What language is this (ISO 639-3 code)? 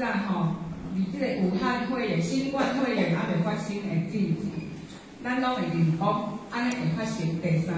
nan